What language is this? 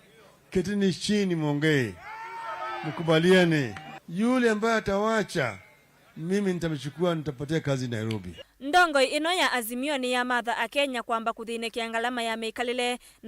Kamba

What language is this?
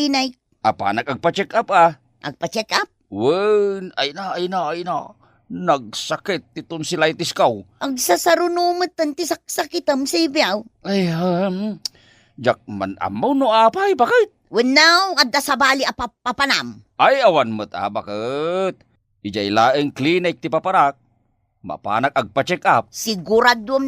Iloko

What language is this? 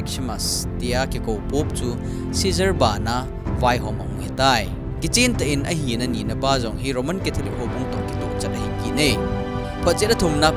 Thado Chin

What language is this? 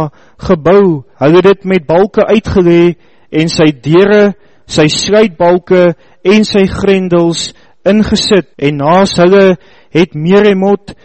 Afrikaans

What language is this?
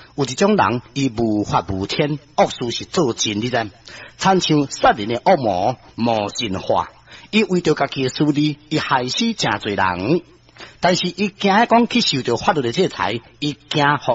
Min Nan Chinese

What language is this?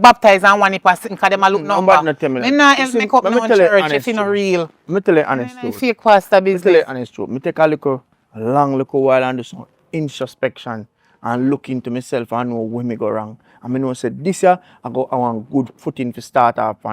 Jamaican Creole English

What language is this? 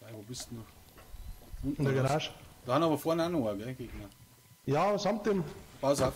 Bavarian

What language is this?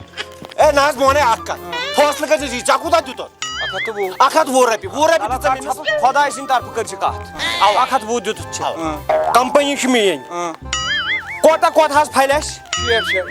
Kashmiri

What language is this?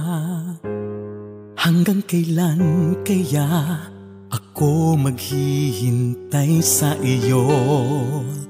Filipino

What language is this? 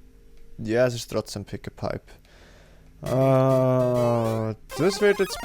Swiss German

